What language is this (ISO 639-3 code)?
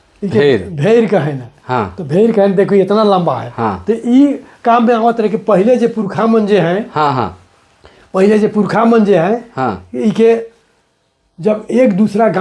sck